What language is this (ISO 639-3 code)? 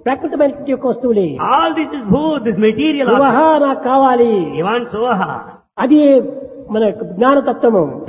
tel